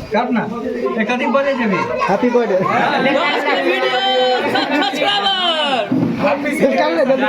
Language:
Maithili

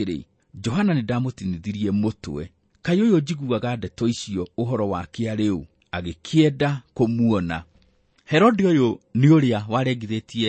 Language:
Kikuyu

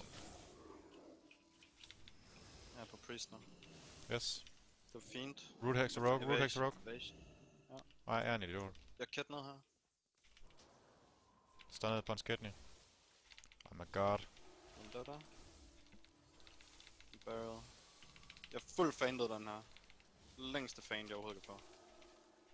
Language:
Danish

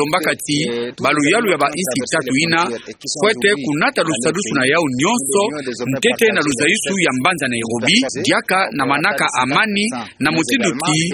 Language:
Kituba (Democratic Republic of Congo)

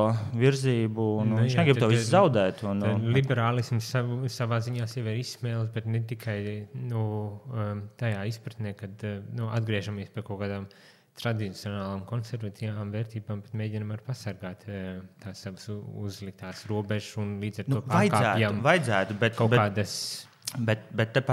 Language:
Latvian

